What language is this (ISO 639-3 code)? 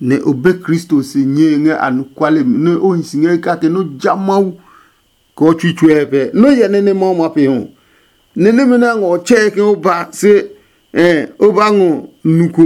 ada